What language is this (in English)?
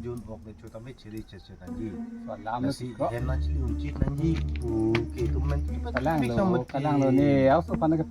Karbi